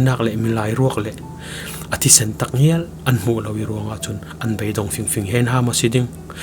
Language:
Falam Chin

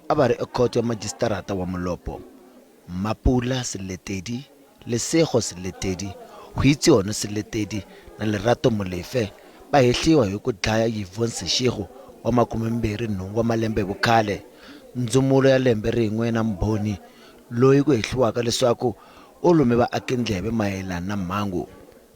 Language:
Tsonga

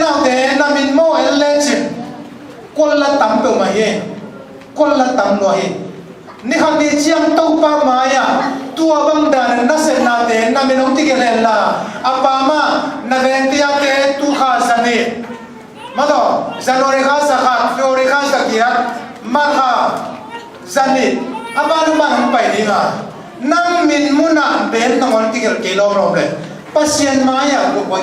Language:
Tedim Chin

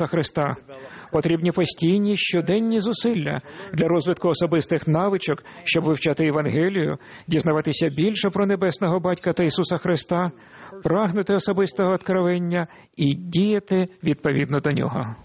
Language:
Ukrainian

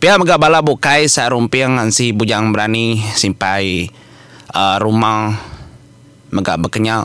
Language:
Iban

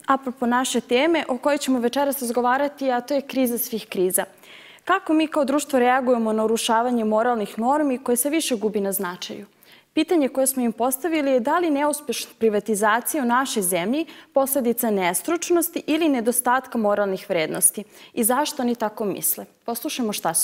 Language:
Serbian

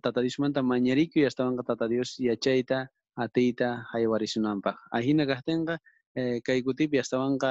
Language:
South Bolivian Quechua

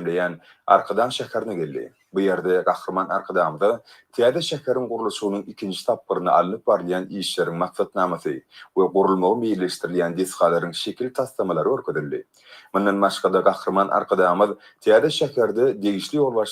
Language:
Turkmen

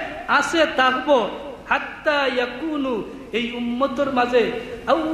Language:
Sylheti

